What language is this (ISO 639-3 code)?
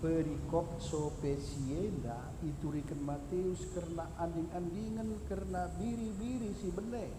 btx